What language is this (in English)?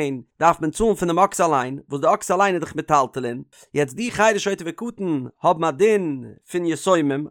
Yiddish